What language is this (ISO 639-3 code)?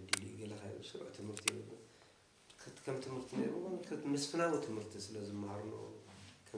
tir